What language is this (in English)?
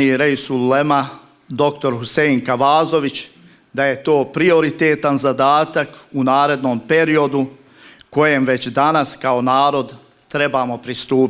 Bosnian